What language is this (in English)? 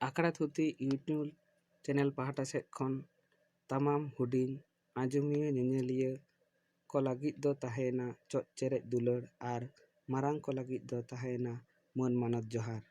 Santali